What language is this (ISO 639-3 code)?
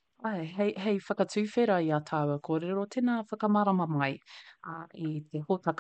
mri